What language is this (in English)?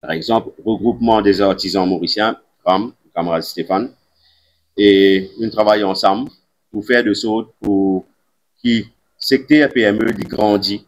Morisyen